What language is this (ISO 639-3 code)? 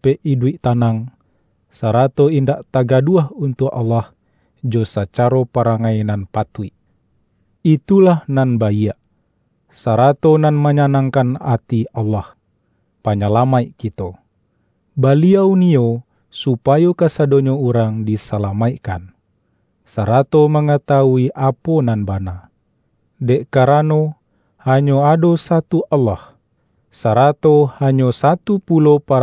min